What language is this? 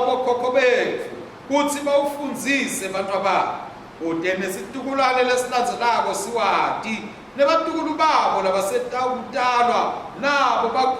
Swati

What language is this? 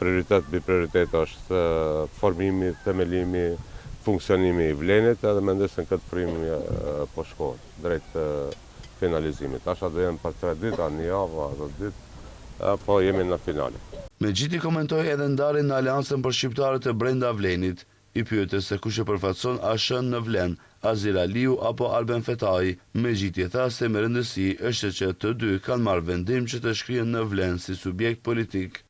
Albanian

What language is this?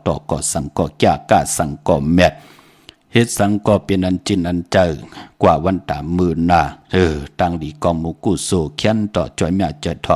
Shan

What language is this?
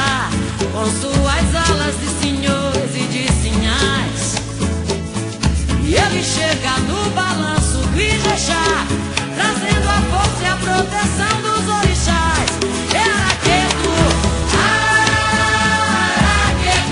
Portuguese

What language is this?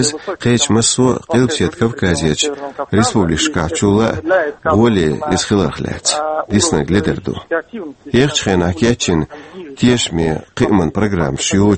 Chechen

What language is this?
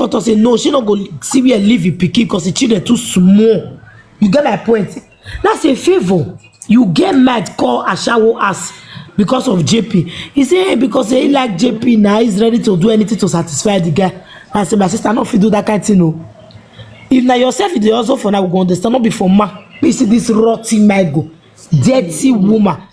Nigerian Pidgin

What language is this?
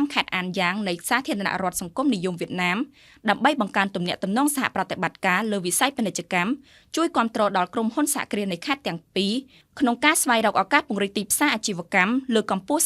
Khmer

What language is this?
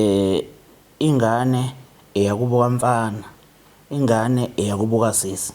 Zulu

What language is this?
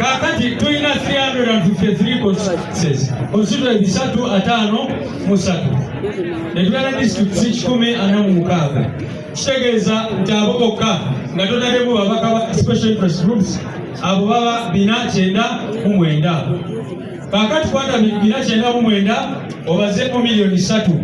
Ganda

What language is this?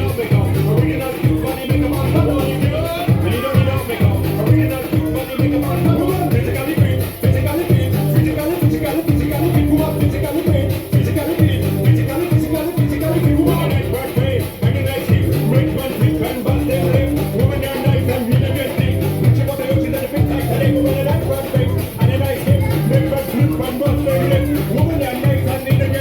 Yakut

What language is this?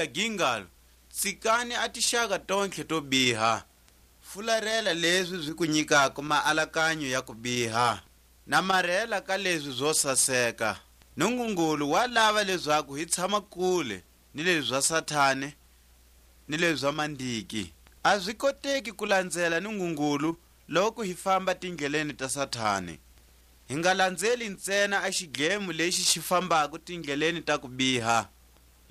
Tswa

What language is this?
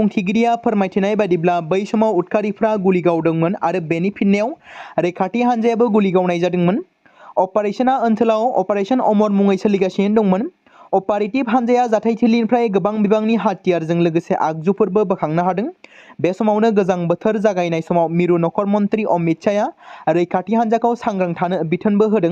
Bodo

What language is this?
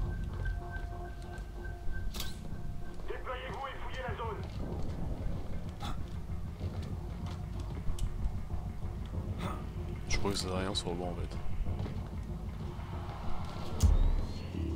French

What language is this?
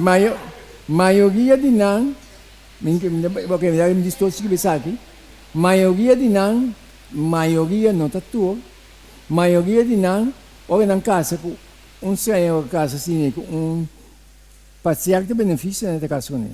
Papiamento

